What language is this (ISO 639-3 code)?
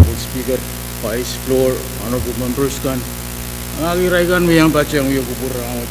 pon